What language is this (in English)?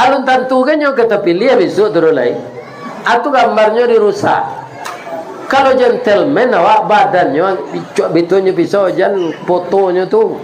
Minangkabau